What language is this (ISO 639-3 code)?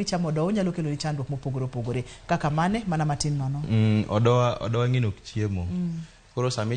luo